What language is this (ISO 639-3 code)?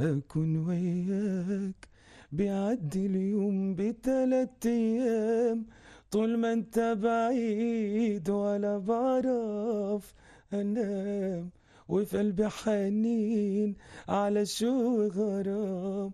apc